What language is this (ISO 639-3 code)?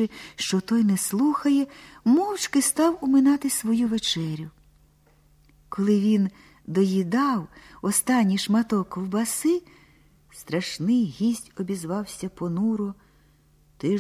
ukr